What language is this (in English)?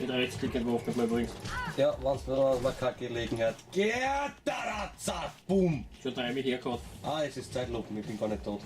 Bavarian